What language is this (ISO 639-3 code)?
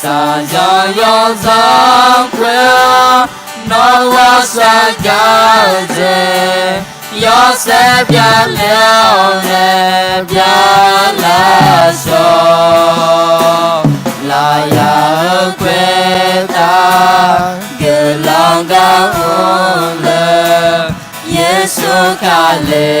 ahk